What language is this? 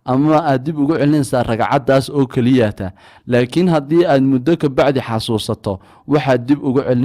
Somali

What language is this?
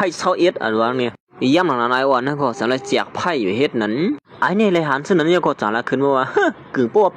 Shan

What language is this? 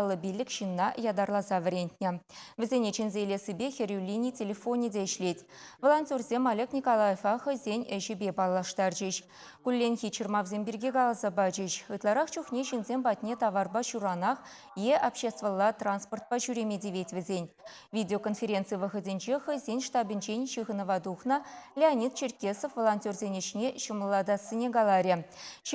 Chuvash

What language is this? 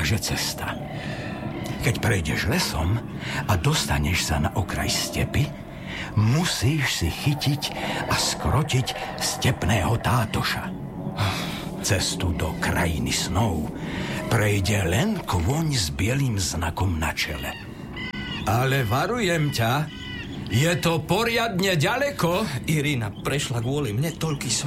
Slovak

